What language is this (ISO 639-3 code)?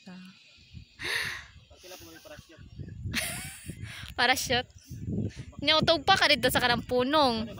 ceb